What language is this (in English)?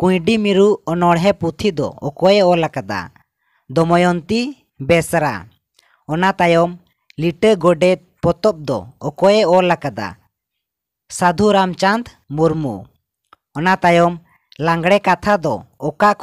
Santali